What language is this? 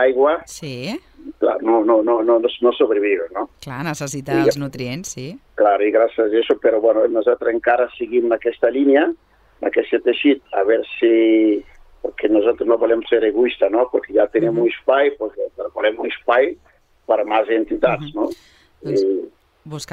Catalan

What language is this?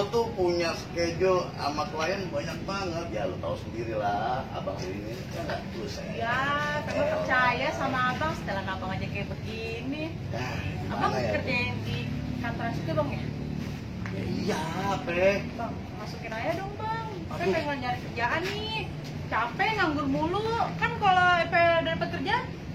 Betawi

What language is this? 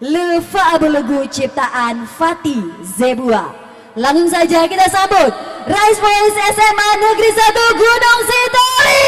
Nias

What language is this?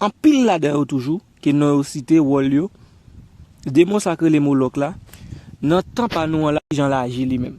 Haitian Creole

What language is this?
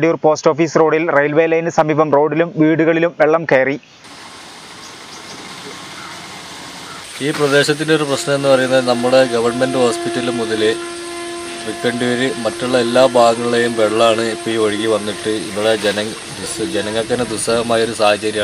Malayalam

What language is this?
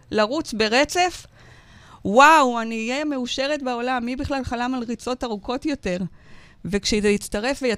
Hebrew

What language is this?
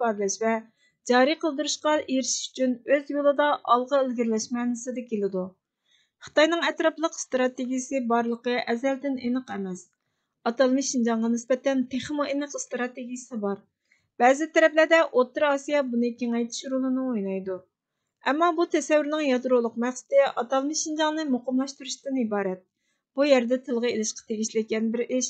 Uyghur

